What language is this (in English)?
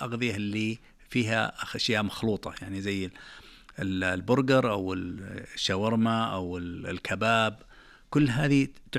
Najdi Arabic